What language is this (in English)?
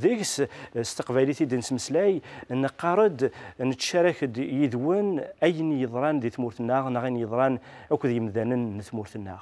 Kabyle